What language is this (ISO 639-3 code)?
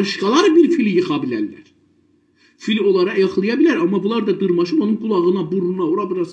azb